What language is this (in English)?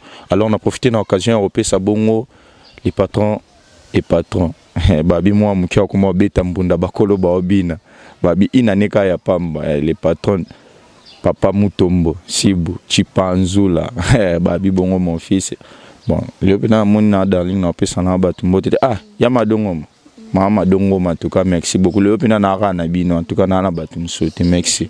Lingala